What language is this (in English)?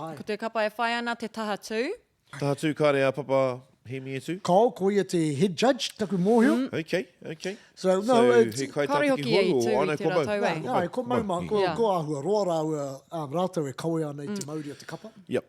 Māori